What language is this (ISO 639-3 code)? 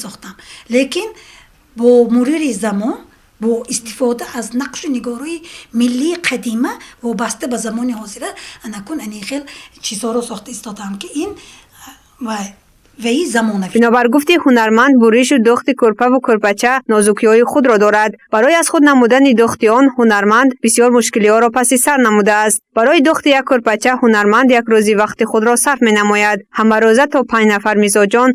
tgk